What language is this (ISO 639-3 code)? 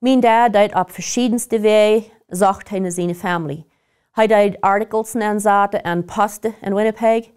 pdt